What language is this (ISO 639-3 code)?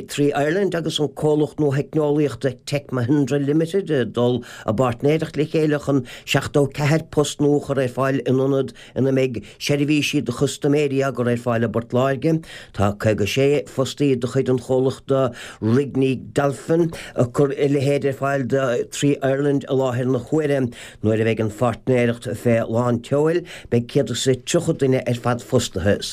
gle